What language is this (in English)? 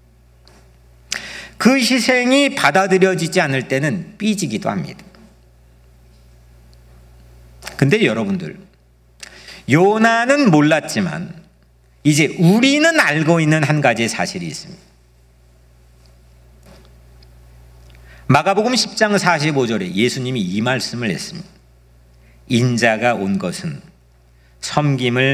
Korean